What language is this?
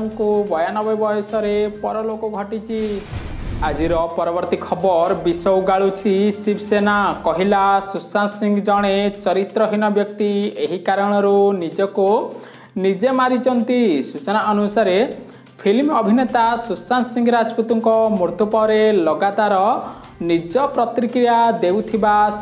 Odia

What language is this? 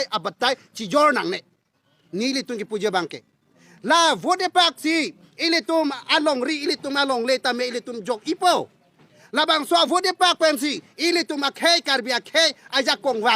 Karbi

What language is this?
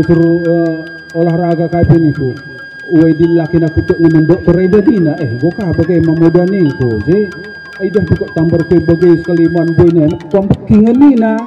Batak Karo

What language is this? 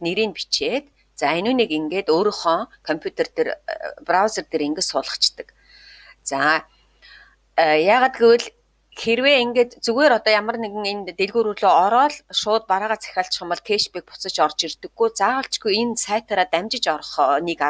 Mongolian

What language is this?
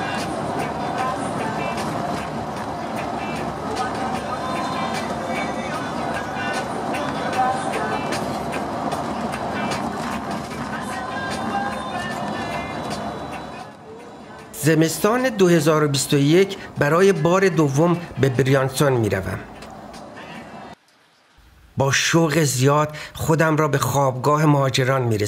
Persian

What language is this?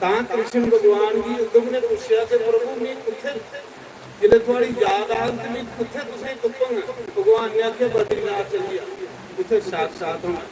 Dogri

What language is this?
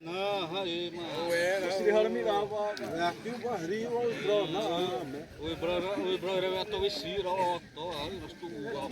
Xavánte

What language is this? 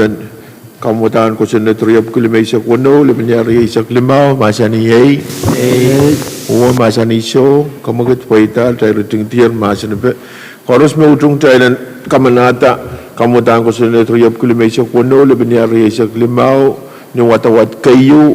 Pohnpeian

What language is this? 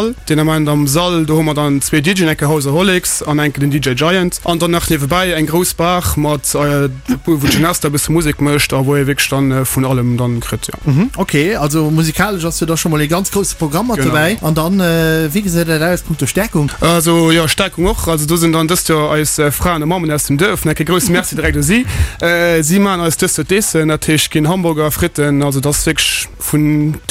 Luxembourgish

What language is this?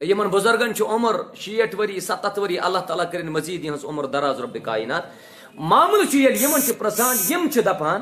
Kashmiri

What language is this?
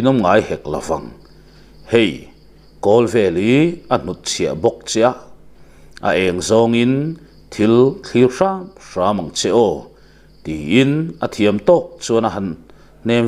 Mizo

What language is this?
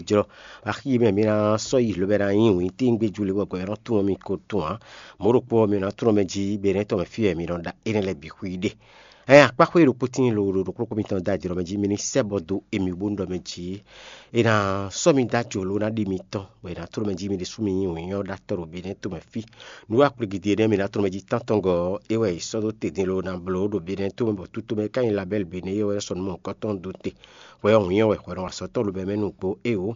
Fon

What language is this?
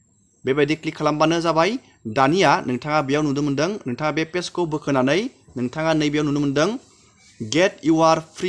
Bodo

